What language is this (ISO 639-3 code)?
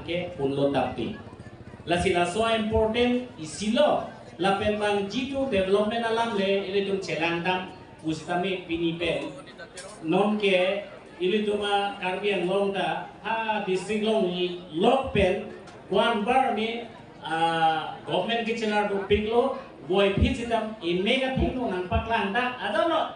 mjw